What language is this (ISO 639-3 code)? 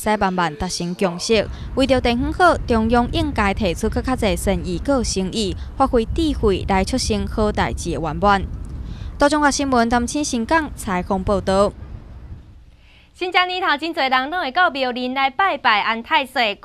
nan